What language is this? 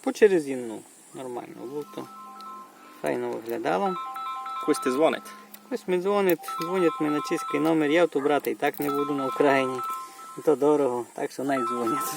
Rusyn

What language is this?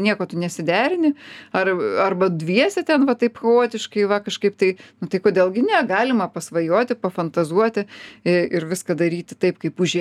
Lithuanian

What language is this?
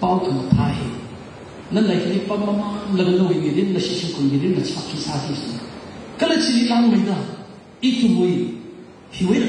Tangkhul Naga (India)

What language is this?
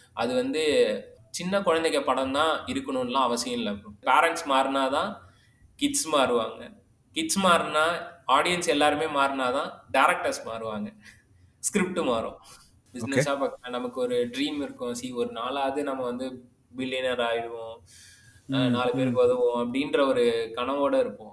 Tamil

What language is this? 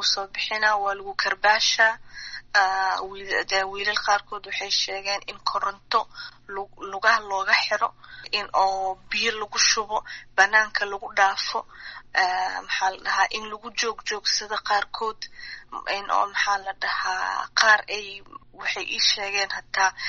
Somali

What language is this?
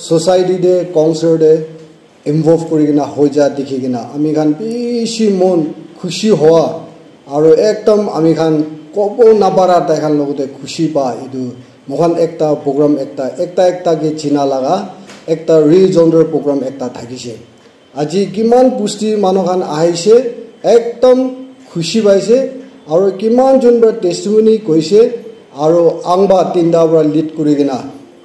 Naga Pidgin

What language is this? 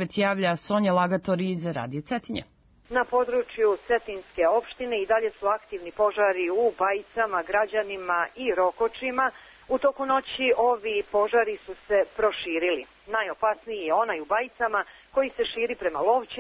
Serbian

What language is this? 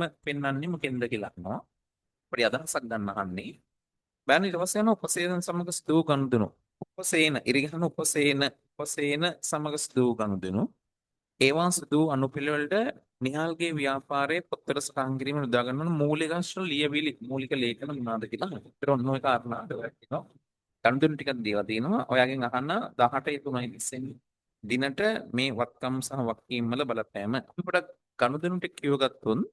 Sinhala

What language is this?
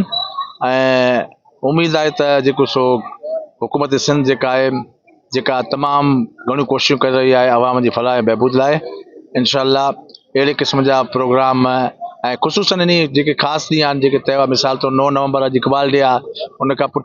Sindhi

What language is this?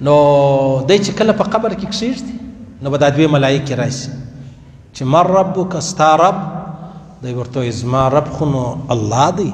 Pashto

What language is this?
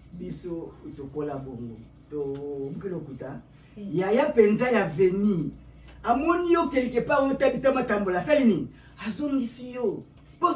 Lingala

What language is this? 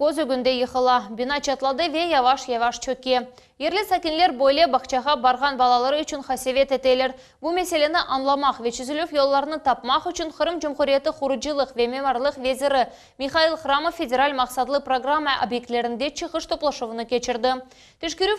Crimean Tatar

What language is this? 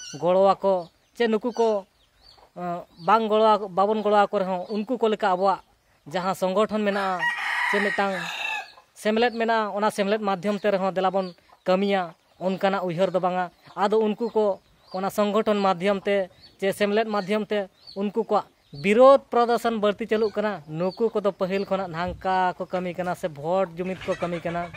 Santali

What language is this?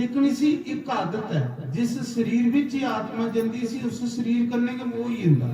Dogri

